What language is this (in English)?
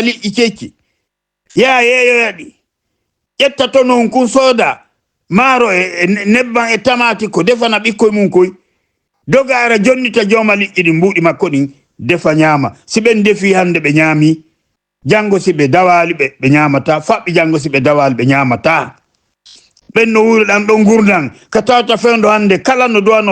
Fula